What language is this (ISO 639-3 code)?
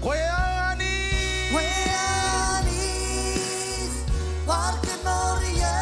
mah